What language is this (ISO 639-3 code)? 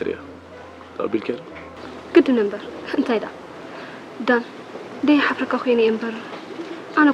tir